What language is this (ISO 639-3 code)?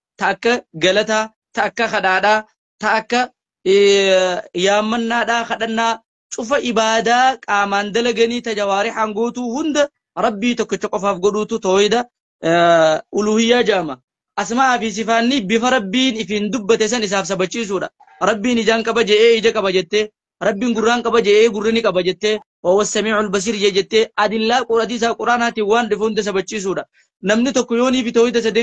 orm